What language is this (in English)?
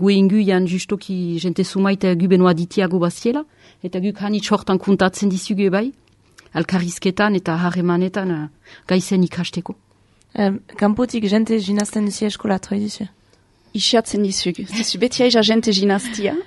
Basque